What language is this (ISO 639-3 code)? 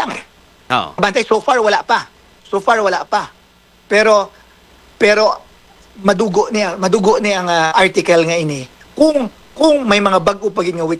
hil